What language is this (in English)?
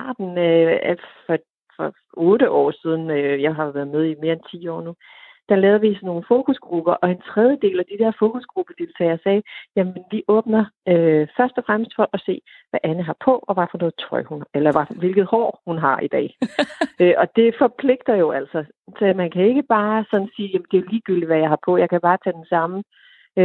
Danish